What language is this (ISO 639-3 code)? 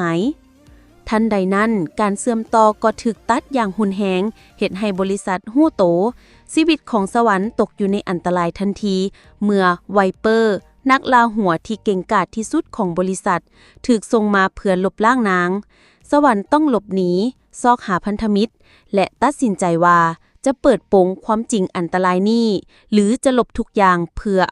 lao